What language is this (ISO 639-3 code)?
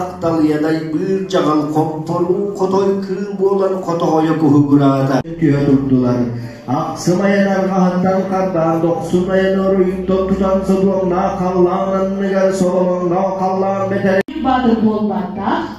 sah